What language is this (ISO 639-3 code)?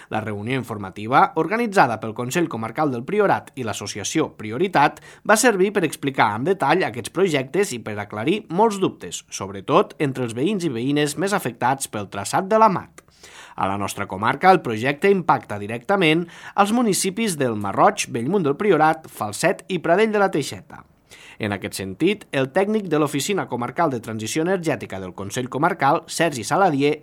cat